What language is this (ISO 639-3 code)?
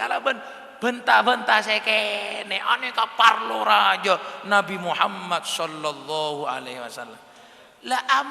mad